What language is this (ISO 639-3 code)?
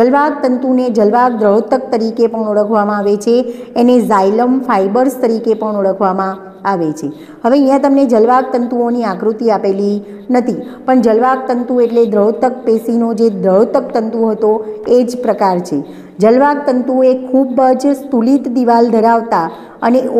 guj